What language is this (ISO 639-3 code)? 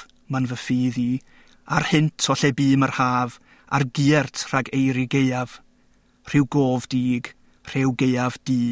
cym